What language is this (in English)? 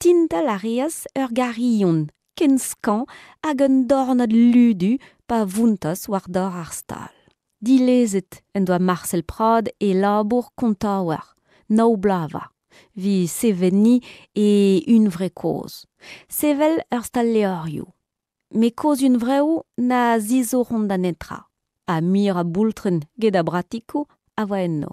Breton